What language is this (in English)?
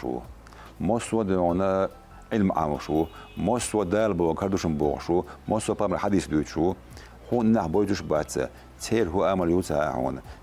Chechen